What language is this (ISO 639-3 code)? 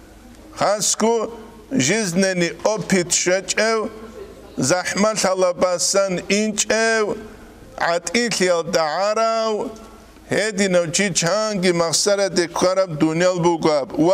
ava